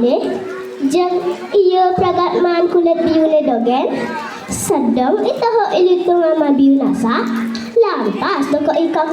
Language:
Balinese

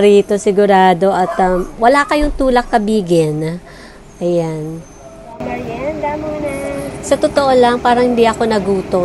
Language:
Filipino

